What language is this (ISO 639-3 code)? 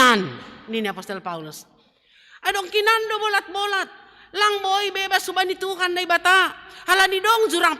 bts